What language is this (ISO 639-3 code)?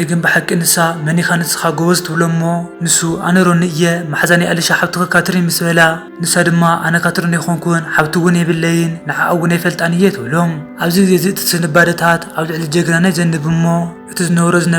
tir